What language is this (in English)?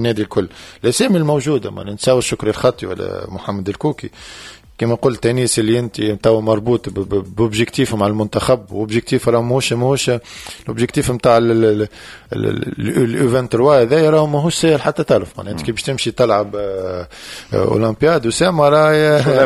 Tunisian Arabic